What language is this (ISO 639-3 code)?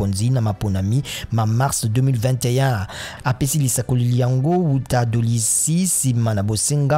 lin